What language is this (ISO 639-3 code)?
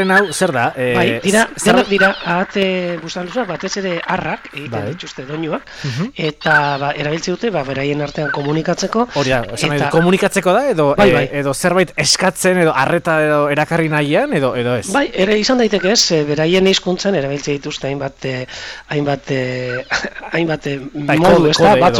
eus